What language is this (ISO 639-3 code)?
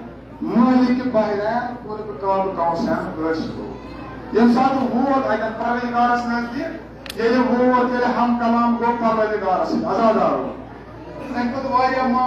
kas